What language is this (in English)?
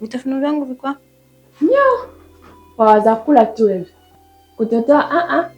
Swahili